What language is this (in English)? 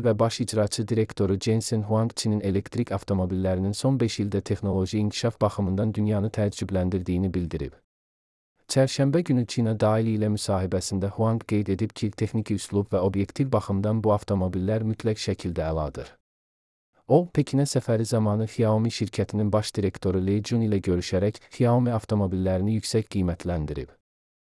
Azerbaijani